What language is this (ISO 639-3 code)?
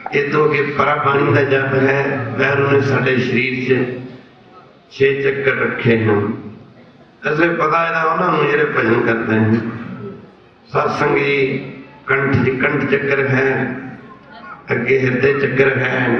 pan